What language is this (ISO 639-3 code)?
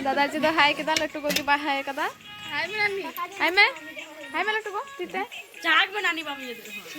sat